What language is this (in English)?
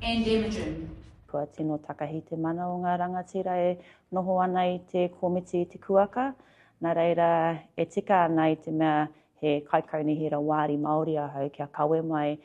Māori